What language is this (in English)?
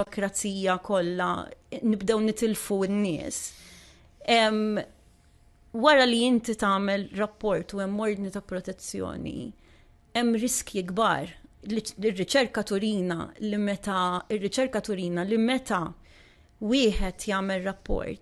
Maltese